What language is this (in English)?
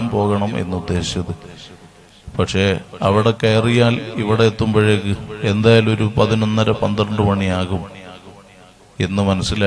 Malayalam